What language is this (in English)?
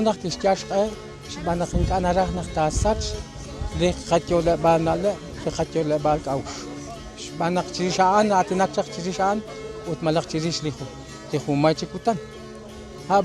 Kekchí